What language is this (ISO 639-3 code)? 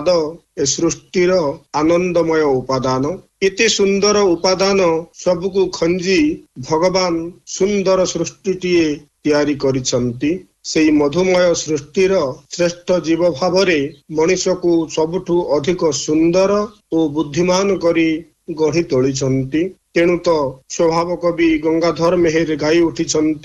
ori